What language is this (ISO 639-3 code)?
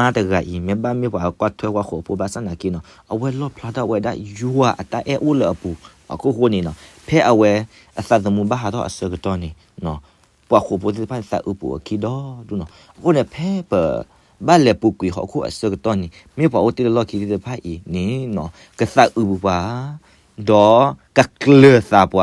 ksw